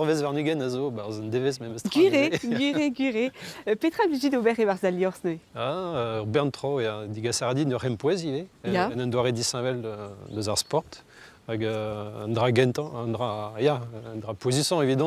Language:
Breton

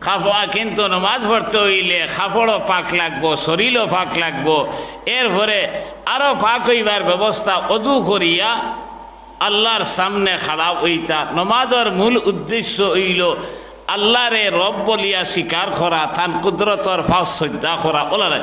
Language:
Sylheti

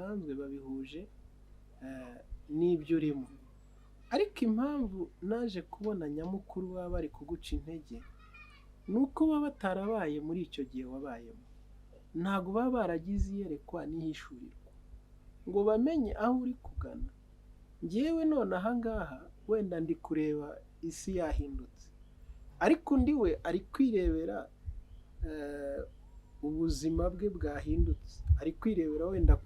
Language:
Kinyarwanda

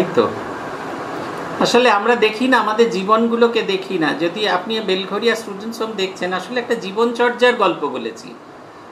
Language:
Bangla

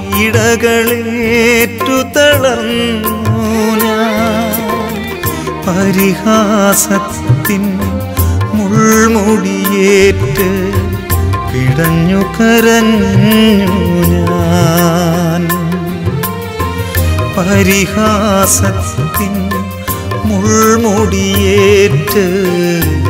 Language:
Malayalam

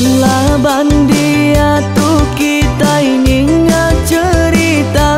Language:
Iban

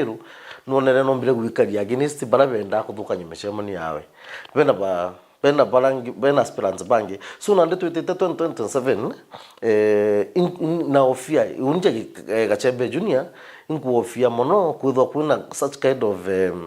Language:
Meru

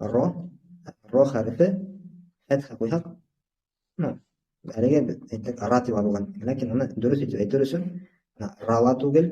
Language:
Bashkir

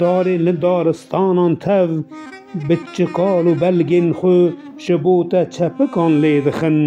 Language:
Kurdish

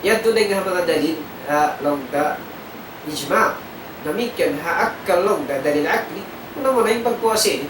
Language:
Tausug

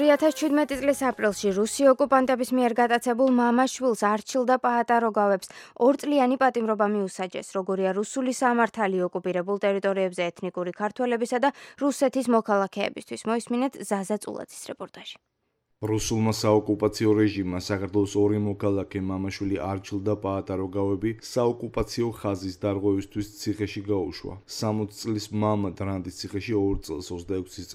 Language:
Georgian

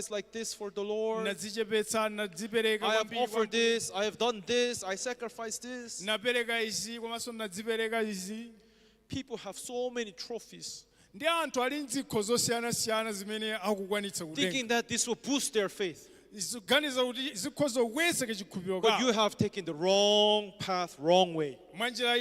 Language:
Nyanja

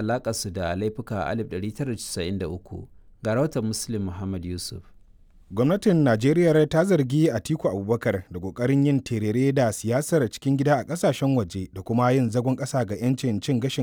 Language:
Hausa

